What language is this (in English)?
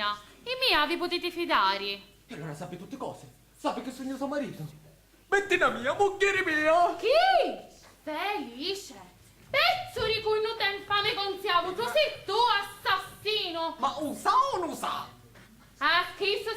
Sicilian